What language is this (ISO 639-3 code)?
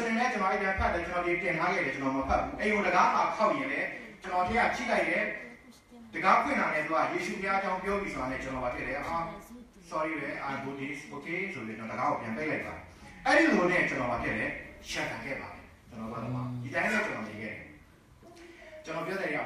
mya